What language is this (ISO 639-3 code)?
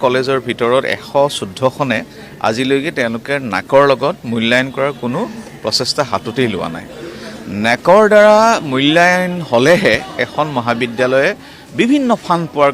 asm